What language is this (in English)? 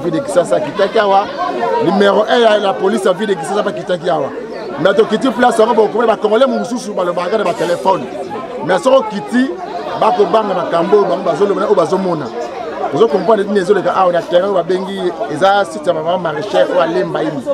Lingala